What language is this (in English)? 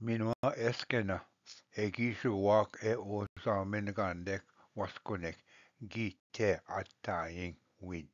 Ojibwa